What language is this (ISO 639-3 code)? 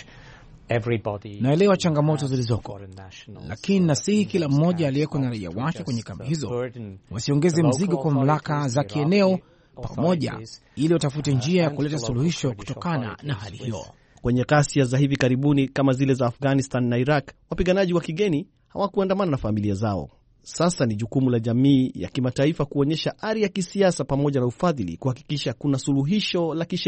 swa